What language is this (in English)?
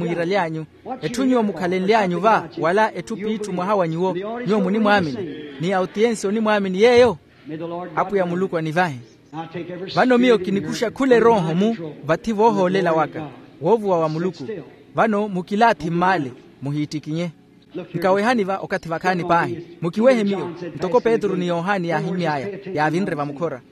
Makhuwa